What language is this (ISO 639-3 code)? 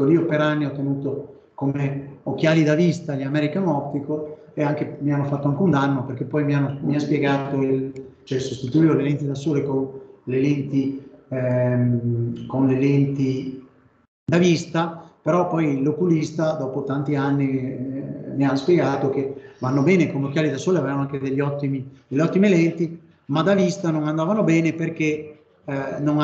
ita